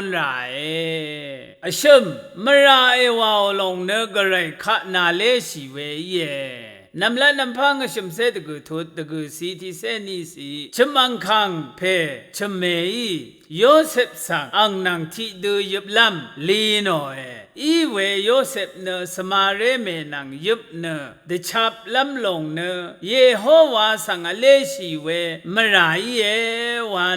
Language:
Rawang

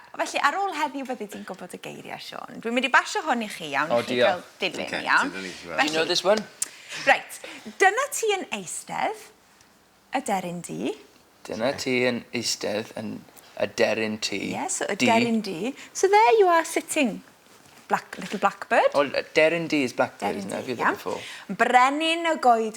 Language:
Welsh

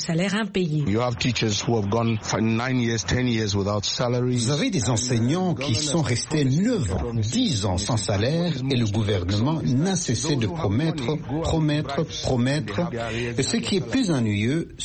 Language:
French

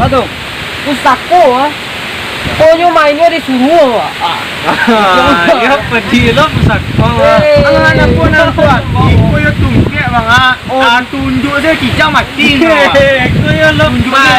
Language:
Minangkabau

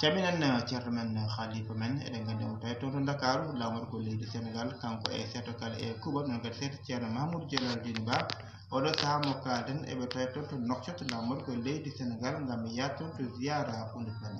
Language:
Fula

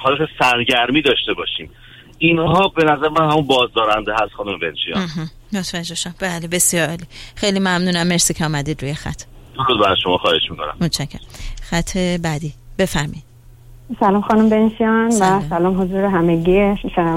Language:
Persian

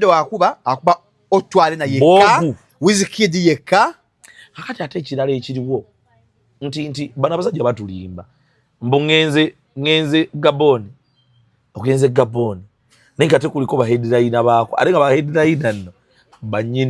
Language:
Ganda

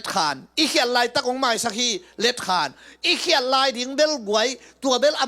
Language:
Tedim Chin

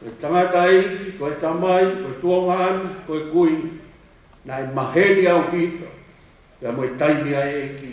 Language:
Tongan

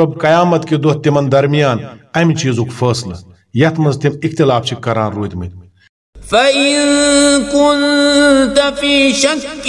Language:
Kashmiri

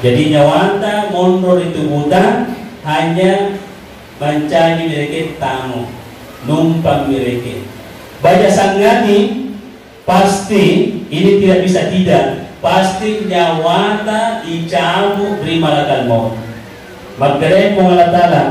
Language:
Buginese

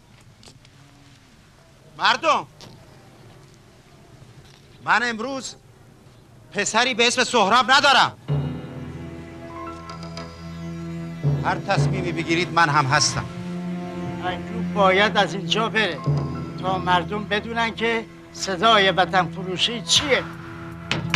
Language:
Persian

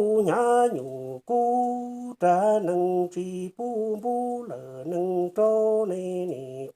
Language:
Hmong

